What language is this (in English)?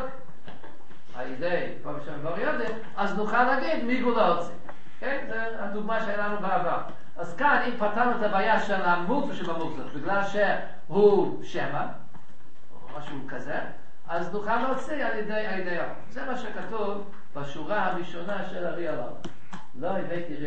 Hebrew